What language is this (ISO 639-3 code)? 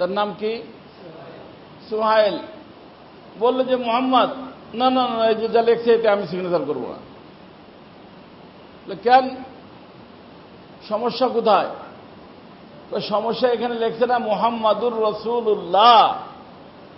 ben